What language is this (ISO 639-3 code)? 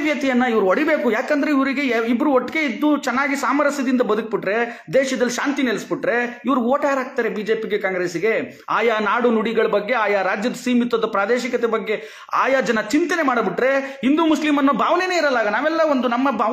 kan